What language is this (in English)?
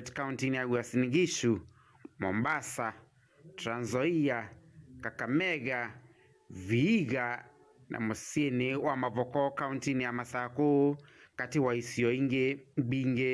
Kamba